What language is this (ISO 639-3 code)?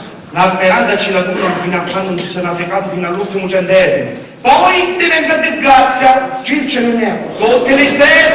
scn